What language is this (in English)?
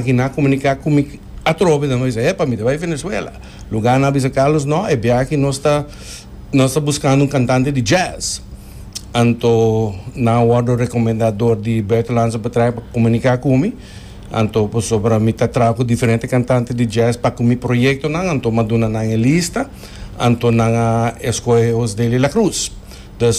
Papiamento